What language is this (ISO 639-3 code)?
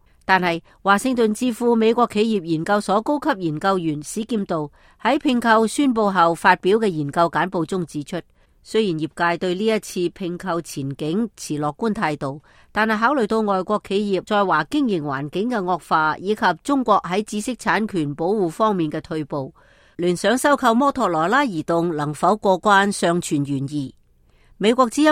yue